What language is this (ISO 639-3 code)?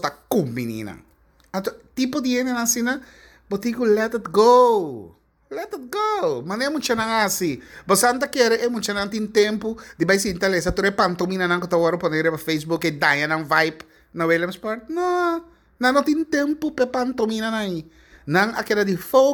pap